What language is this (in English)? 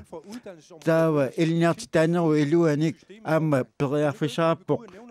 Kalaallisut